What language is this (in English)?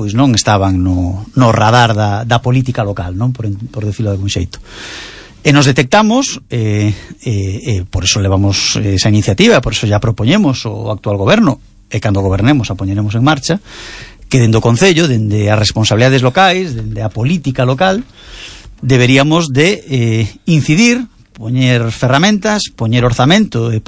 Galician